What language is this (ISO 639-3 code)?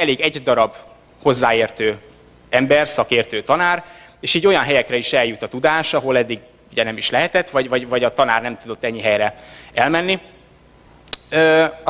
hun